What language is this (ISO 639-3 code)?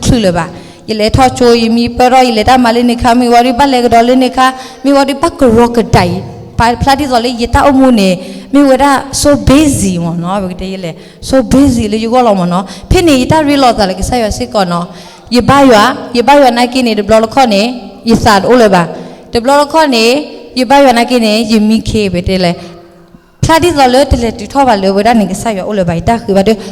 ksw